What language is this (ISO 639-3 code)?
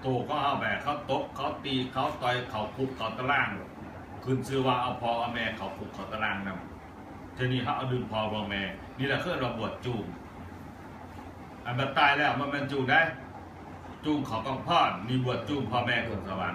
lao